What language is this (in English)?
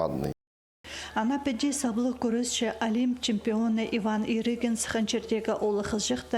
Khakas